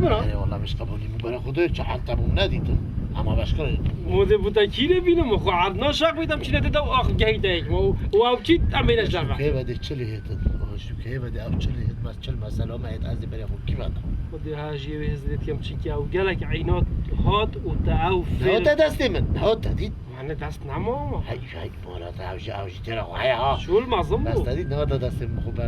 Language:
Kurdish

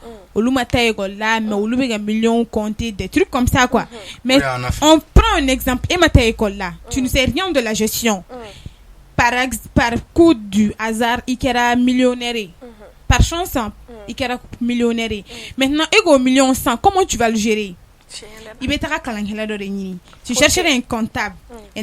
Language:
Bambara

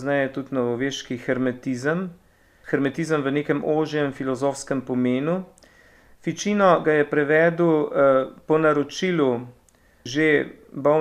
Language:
Slovenian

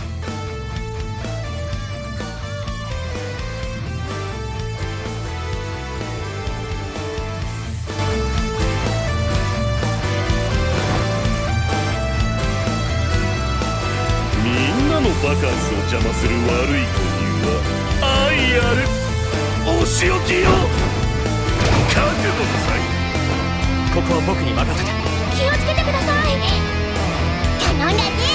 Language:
Japanese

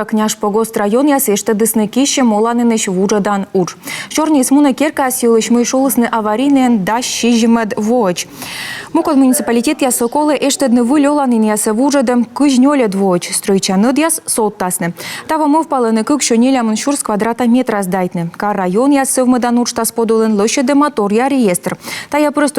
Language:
Komi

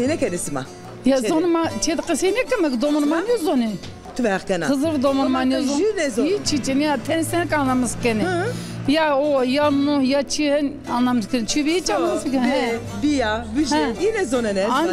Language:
Zaza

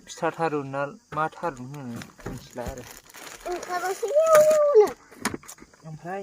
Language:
Bodo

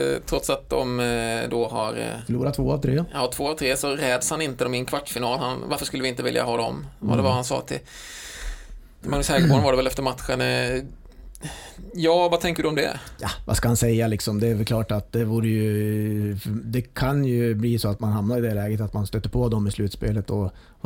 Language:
Swedish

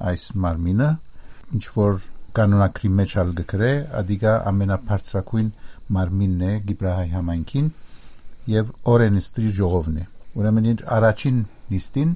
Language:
Western Armenian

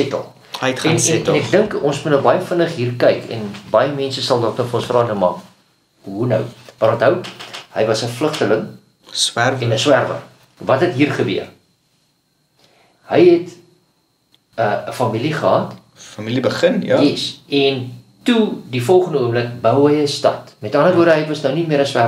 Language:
Afrikaans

